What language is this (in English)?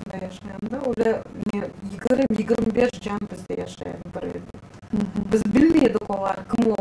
Crimean Tatar